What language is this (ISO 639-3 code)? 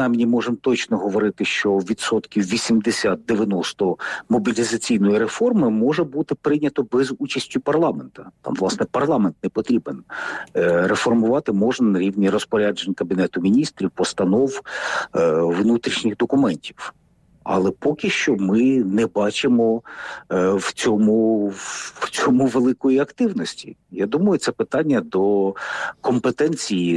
ukr